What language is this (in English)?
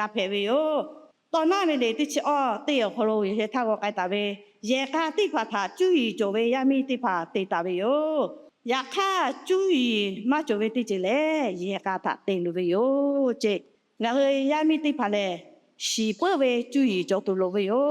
Lahu